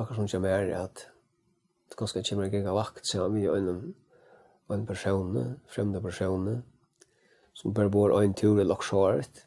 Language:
Faroese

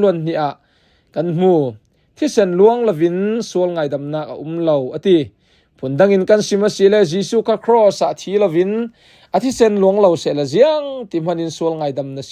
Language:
Falam Chin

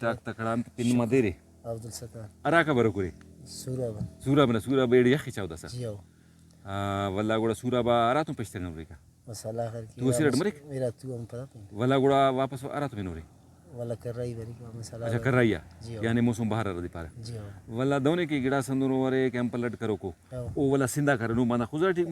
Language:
Brahui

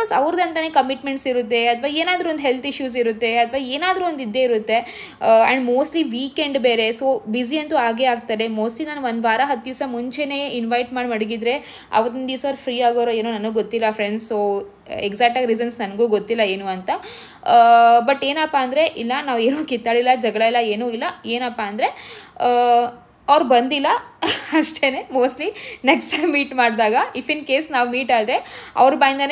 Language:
Kannada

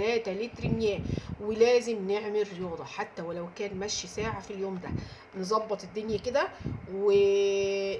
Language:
Egyptian Arabic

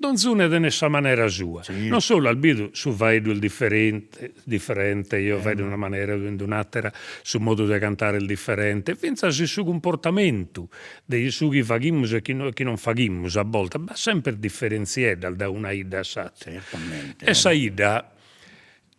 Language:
Sardinian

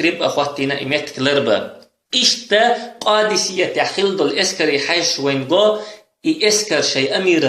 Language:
Chechen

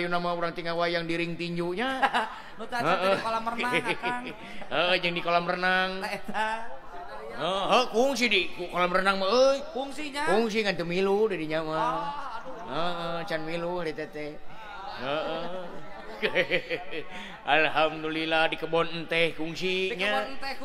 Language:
Sundanese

